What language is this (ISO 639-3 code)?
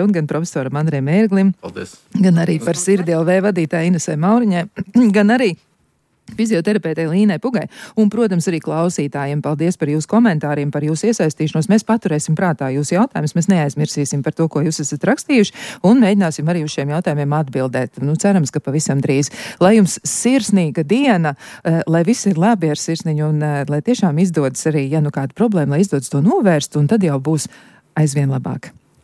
lav